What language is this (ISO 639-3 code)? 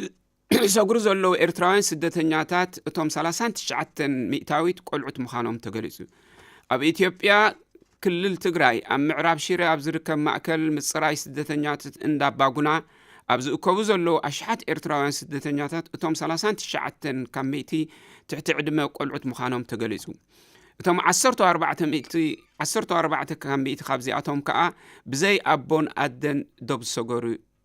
tir